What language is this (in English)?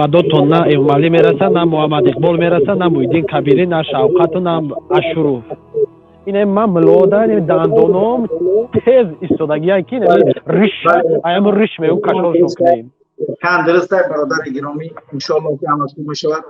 Tajik